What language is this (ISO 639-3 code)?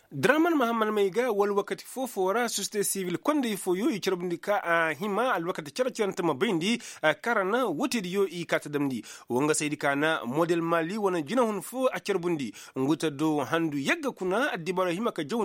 ses